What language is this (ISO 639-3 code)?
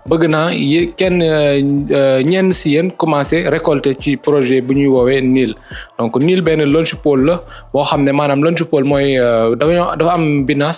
wol